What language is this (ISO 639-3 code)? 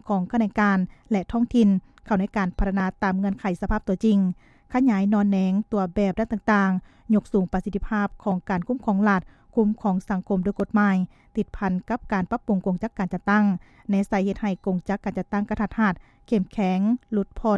lao